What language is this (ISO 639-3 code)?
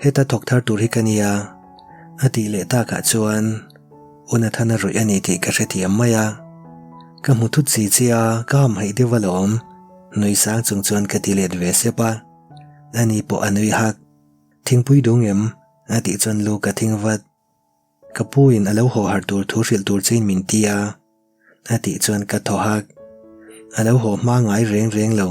lus